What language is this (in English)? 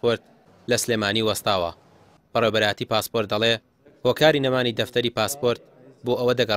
Central Kurdish